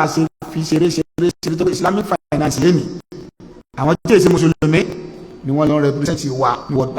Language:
Yoruba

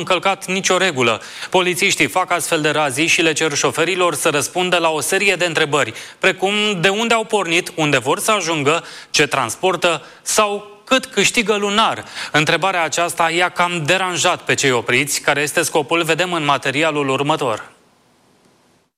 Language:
Romanian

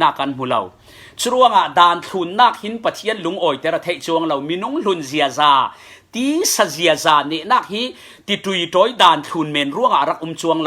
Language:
Falam Chin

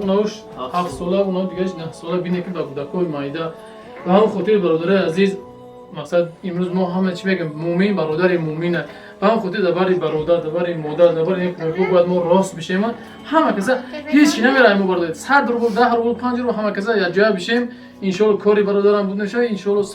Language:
Tajik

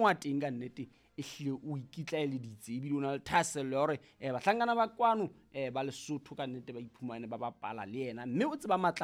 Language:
Southern Sotho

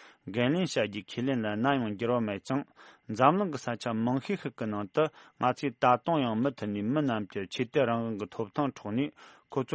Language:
Tibetan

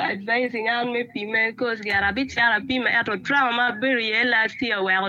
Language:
Acoli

